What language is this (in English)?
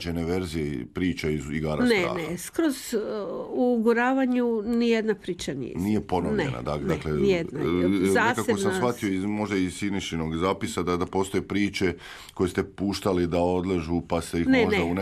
Croatian